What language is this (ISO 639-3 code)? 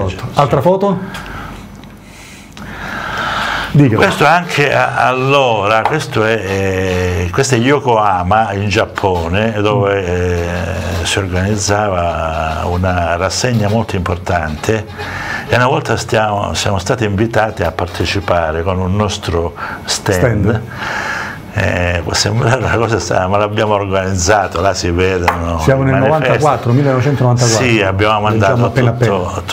ita